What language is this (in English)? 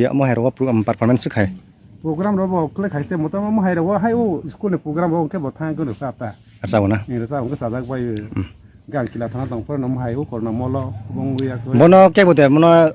Kok Borok